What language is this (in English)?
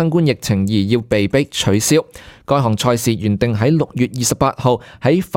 Cantonese